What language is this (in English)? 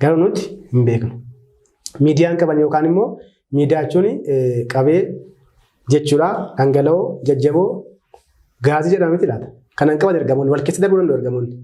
Oromo